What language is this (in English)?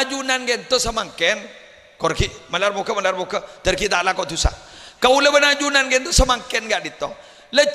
Madurese